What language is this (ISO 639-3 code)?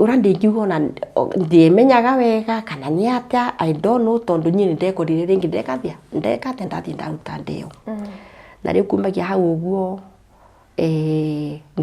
kik